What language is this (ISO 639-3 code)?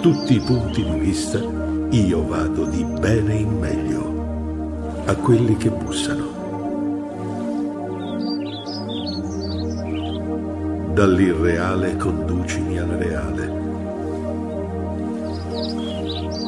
ita